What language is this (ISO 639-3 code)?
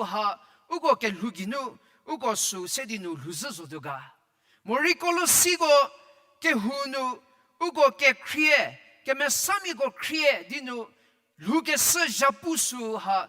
njm